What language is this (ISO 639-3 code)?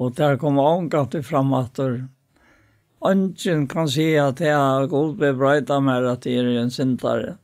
fao